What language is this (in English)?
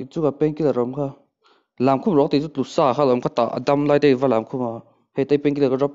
Mizo